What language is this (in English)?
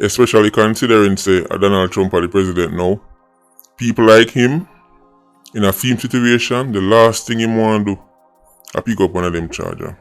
Jamaican Creole English